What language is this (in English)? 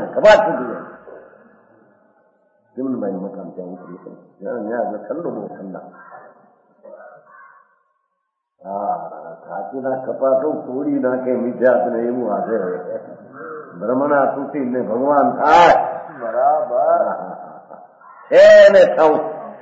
Gujarati